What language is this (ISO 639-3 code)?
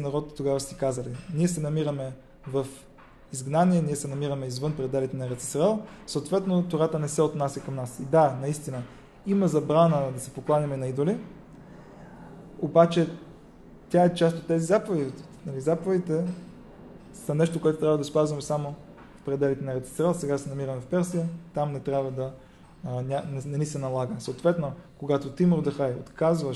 bul